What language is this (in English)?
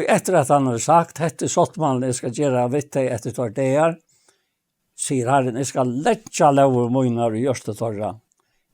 Faroese